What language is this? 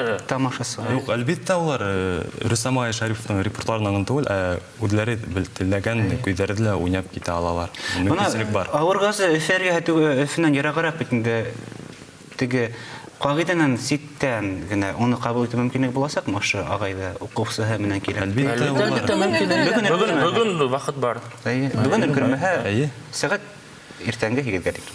Bashkir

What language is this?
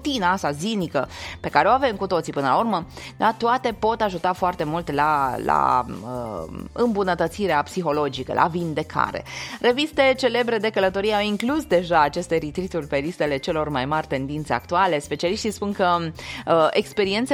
Romanian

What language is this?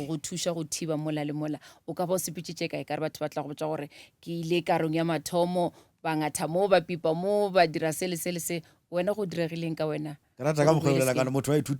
Northern Sotho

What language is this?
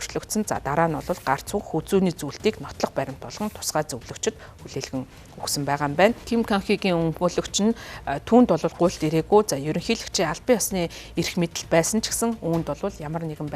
Mongolian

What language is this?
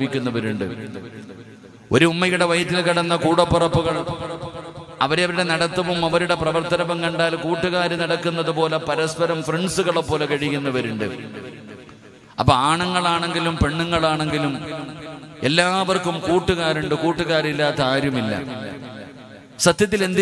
Malayalam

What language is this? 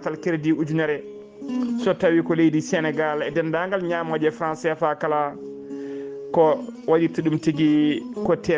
Fula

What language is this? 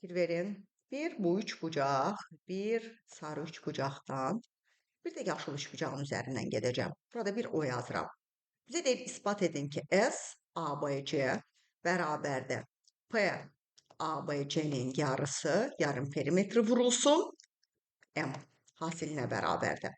Azerbaijani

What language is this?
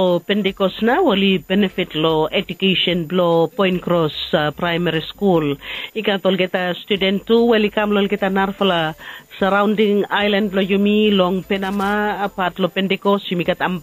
Bislama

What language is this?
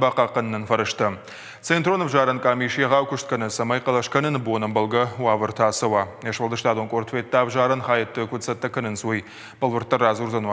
Ossetic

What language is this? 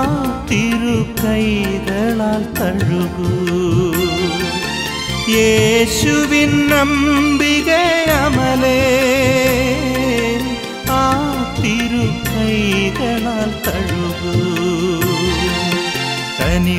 Malayalam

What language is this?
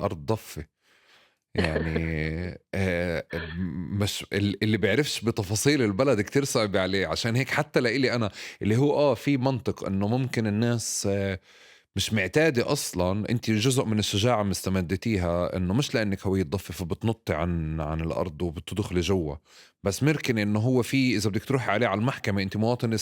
North Levantine Arabic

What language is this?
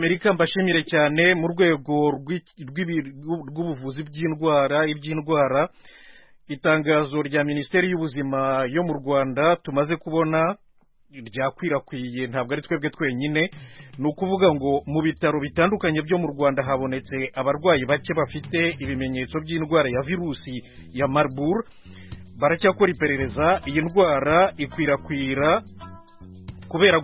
Kinyarwanda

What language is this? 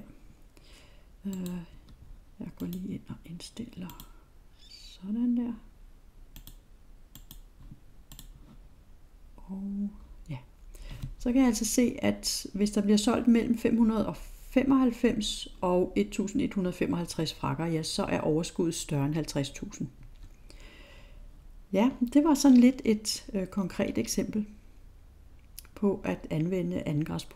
Danish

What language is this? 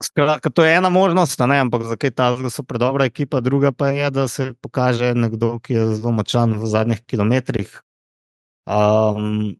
Slovenian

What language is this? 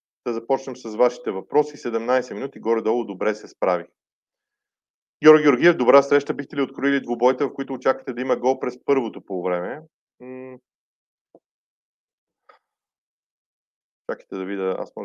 Bulgarian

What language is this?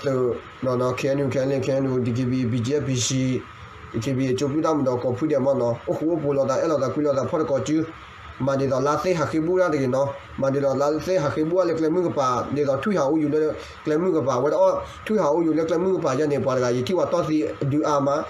S'gaw Karen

